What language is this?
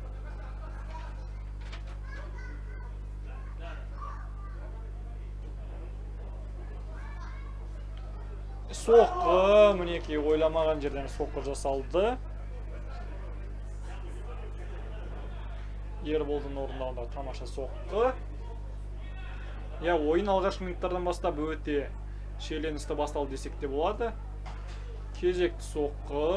Kazakh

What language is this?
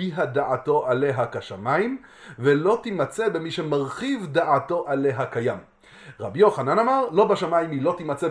Hebrew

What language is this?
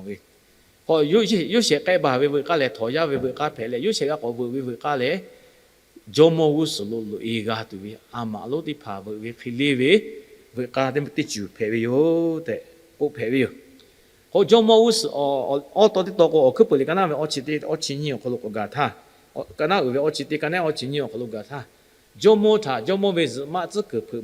Lahu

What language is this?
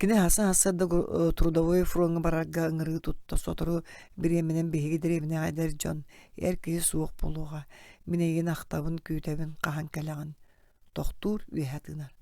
Yakut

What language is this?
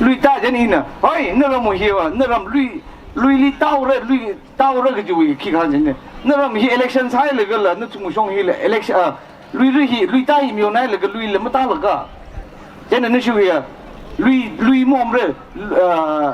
Tangkhul Naga (India)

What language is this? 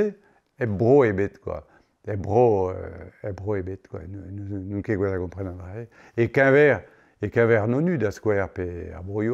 Breton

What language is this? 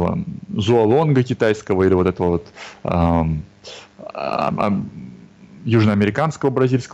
Russian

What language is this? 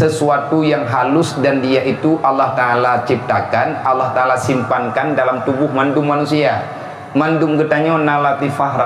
Achinese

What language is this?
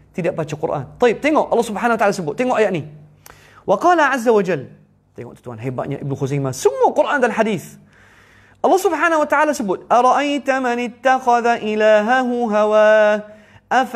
Malay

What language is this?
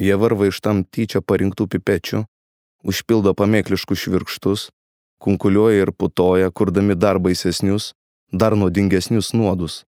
Lithuanian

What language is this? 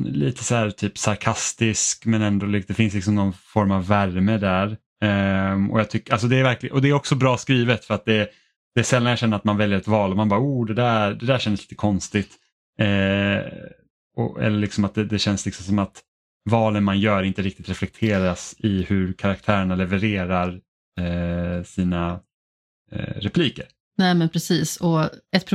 Swedish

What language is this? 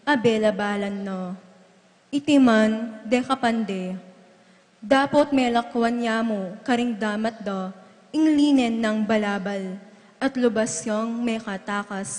Pampanga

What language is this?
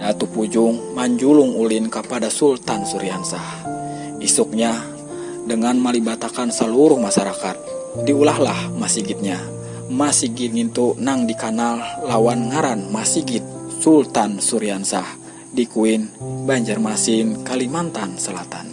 Banjar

